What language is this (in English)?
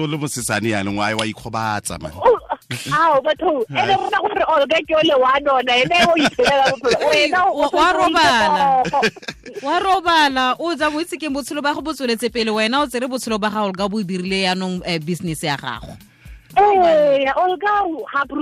Tswana